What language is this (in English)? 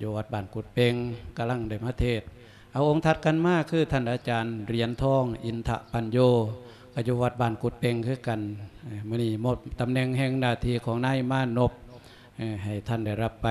Lao